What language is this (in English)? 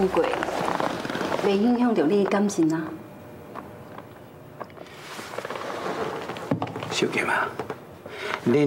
Min Nan Chinese